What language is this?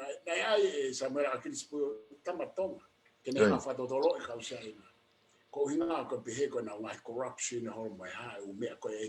Tongan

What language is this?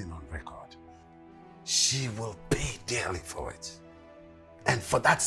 Nigerian Pidgin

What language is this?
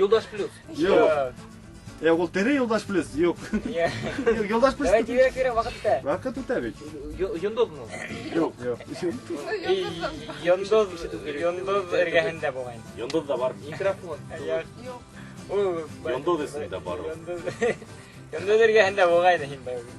Bashkir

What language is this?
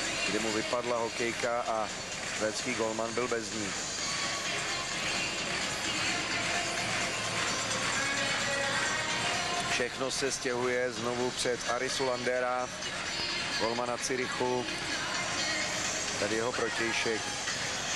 Czech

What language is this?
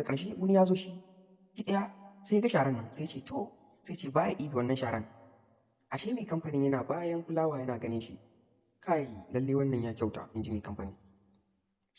Hausa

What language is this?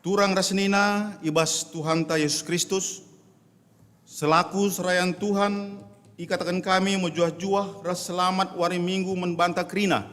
Batak Karo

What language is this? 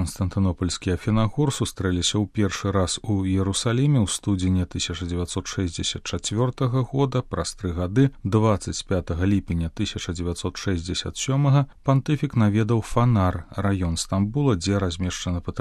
Belarusian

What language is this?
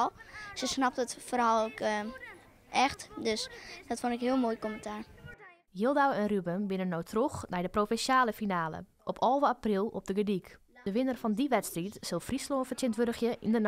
Western Frisian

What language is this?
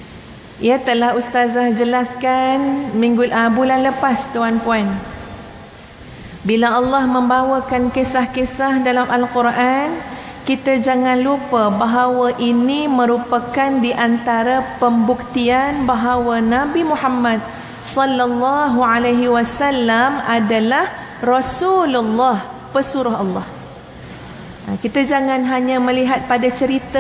Malay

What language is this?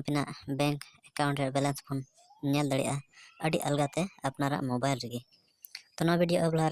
Santali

